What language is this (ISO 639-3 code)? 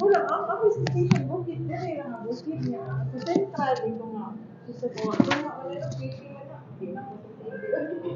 ceb